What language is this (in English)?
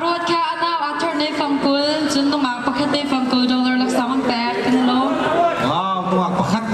Hakha Chin